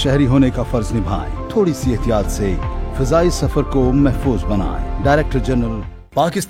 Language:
Urdu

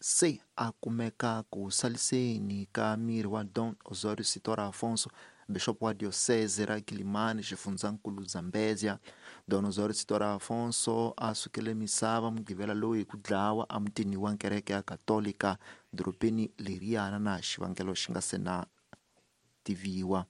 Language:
Tsonga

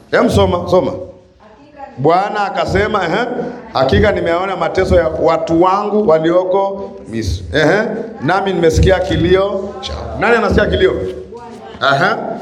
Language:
Swahili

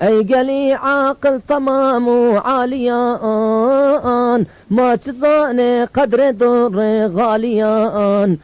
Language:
Zaza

